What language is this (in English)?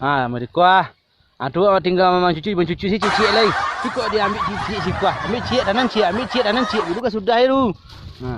Minangkabau